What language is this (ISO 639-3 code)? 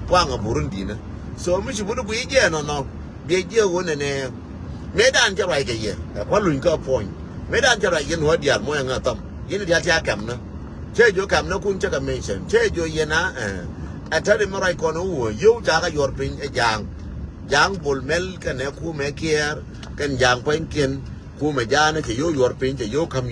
nus